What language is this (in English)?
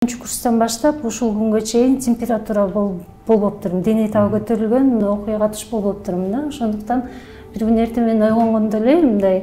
Kyrgyz